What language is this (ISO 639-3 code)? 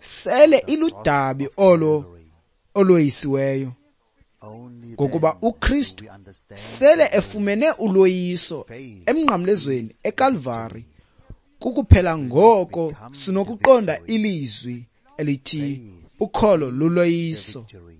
xho